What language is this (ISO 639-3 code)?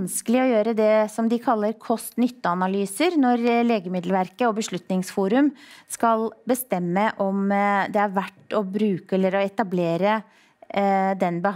nor